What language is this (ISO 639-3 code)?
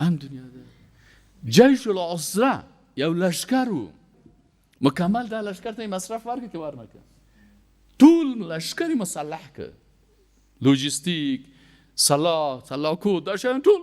fas